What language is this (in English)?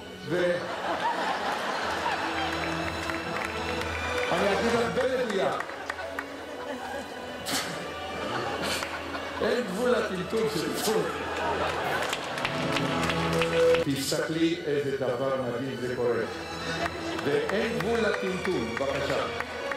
Hebrew